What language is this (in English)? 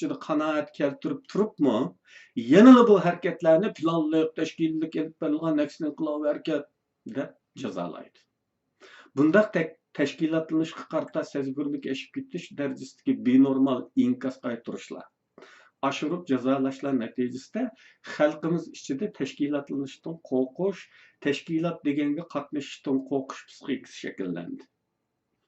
Uyghur